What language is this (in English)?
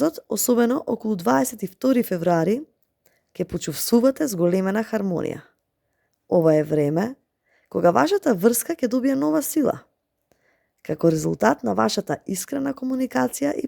Macedonian